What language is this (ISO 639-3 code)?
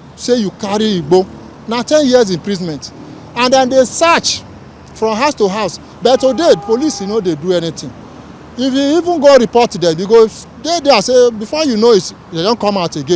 pcm